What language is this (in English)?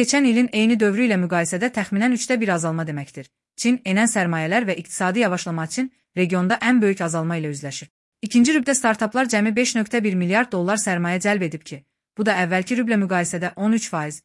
Azerbaijani